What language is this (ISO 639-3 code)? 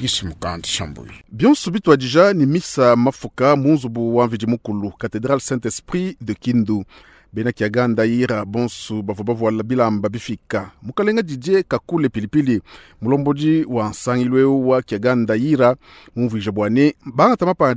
lua